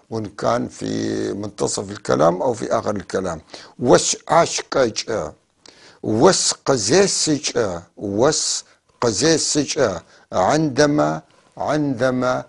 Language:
North Levantine Arabic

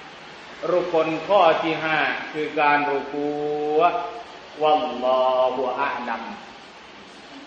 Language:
Thai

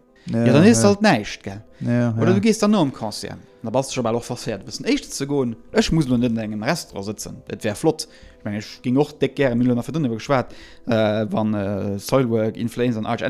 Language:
Luxembourgish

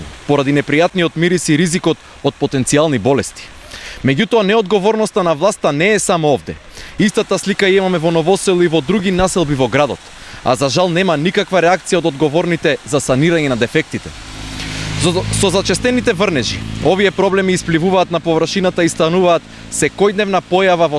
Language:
Macedonian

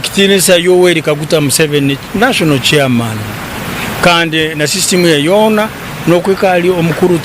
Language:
Nyankole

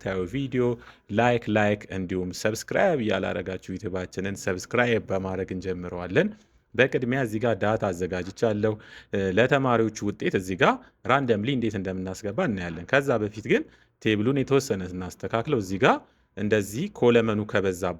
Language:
Amharic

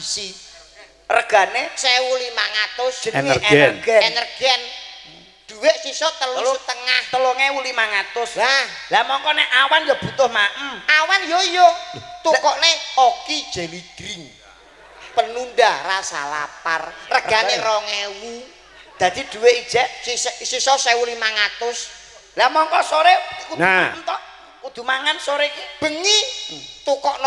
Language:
Javanese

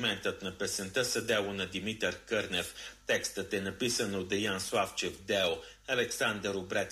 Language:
Bulgarian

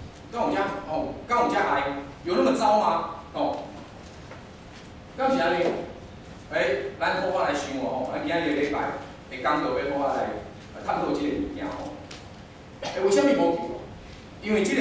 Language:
Min Nan Chinese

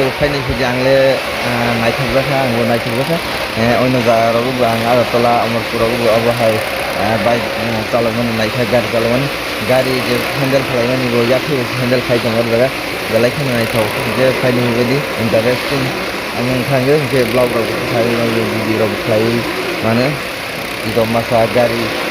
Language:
Kok Borok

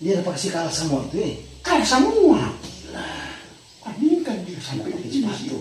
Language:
Manado Malay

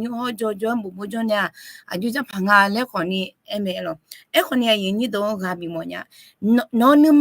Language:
Akha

